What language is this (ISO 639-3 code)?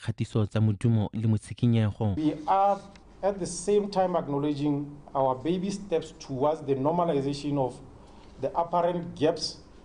tsn